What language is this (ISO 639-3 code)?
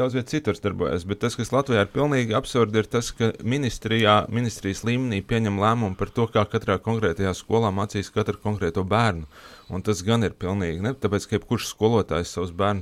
lav